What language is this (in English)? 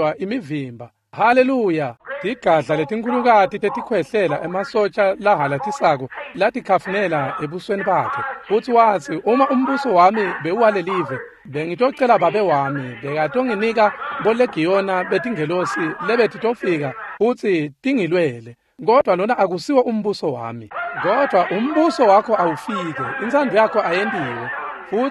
Swati